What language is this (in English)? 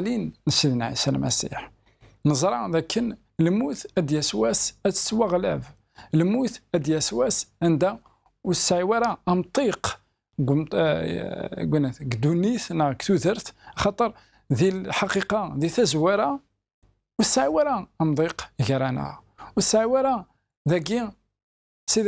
Kabyle